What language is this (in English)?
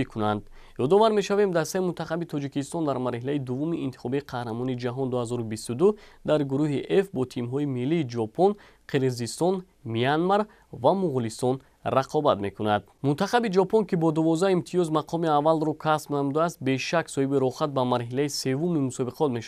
Tajik